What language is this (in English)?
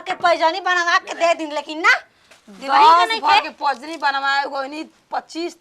Bhojpuri